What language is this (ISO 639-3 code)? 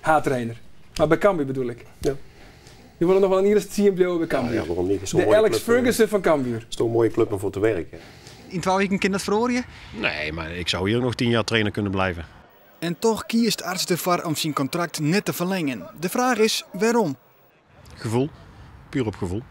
fry